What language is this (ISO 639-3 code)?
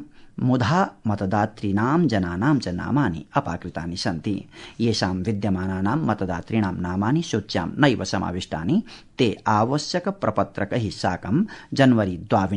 san